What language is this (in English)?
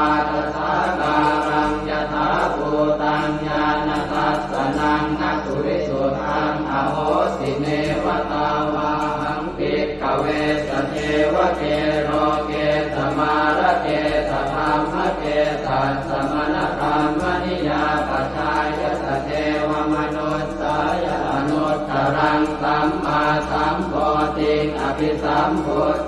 Pali